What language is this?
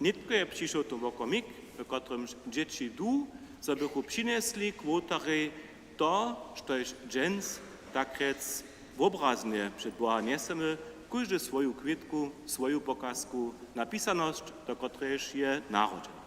Upper Sorbian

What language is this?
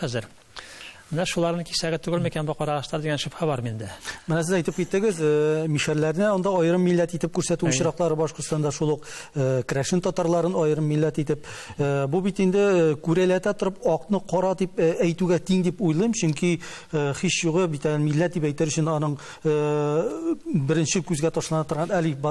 Tatar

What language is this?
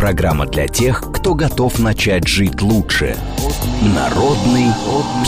Russian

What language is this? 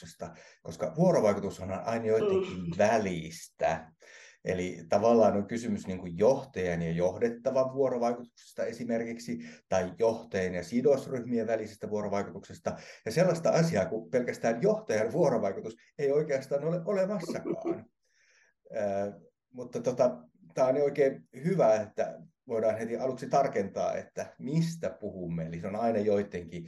Finnish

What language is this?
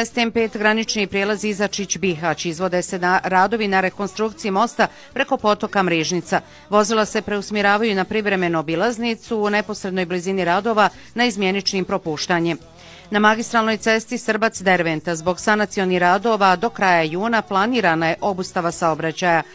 Bosnian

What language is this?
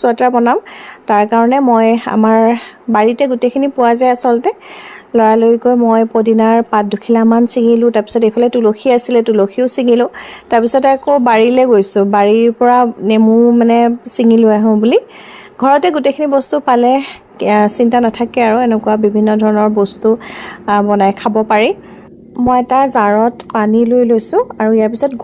Assamese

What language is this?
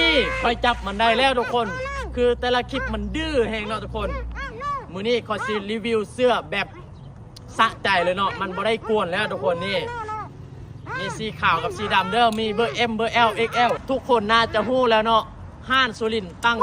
Lao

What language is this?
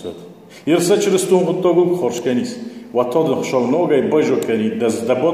Ossetic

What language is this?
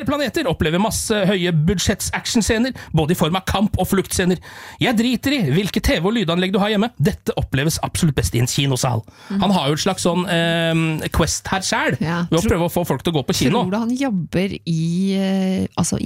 Norwegian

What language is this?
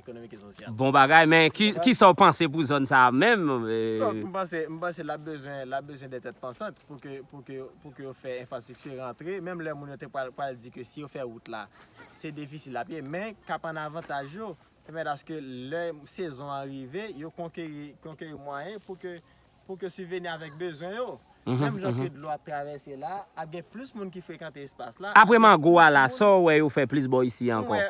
Haitian Creole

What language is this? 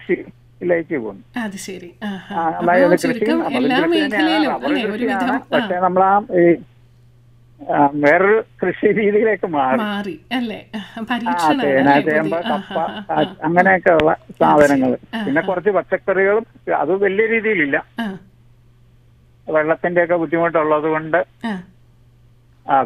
Malayalam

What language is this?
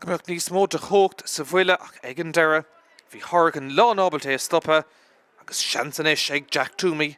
Irish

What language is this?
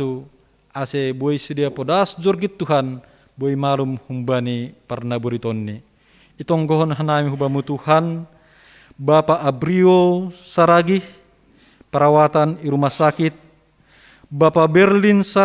Batak Simalungun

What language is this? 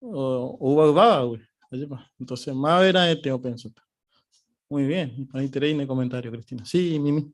Guarani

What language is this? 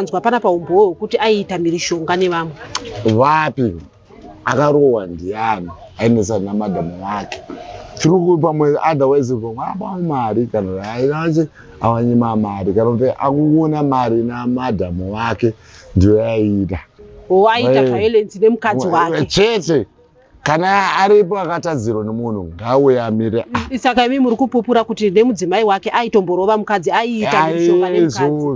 Shona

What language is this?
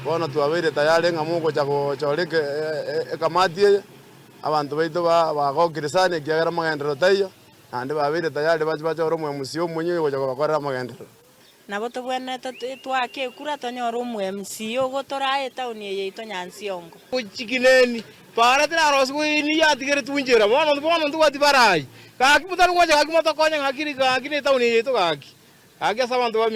Gusii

